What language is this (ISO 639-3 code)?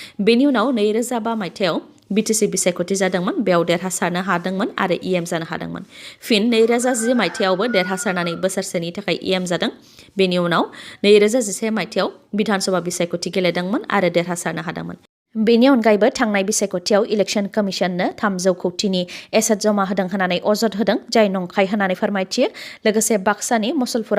brx